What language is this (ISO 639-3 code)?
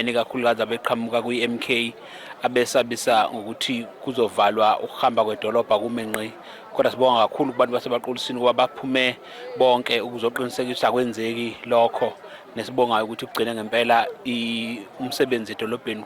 zul